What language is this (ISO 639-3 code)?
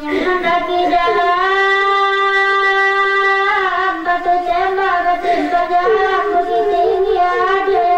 min